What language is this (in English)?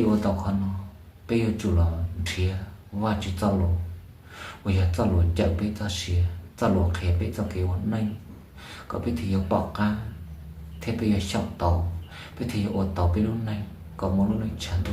Hmong